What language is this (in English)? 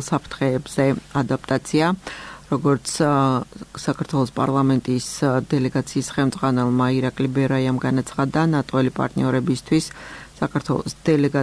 Georgian